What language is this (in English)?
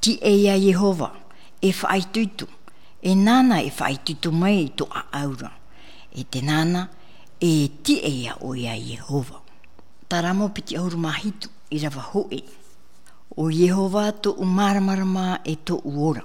Tahitian